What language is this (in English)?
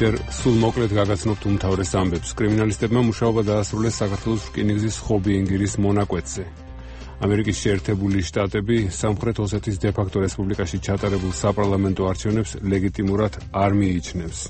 Georgian